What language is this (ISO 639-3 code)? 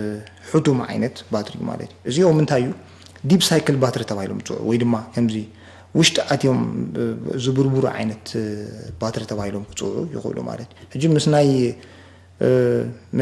tir